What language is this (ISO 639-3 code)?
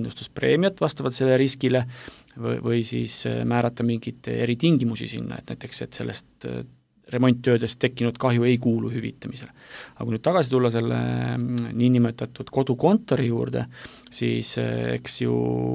est